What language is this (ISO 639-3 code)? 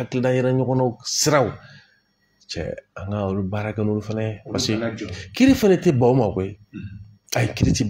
bam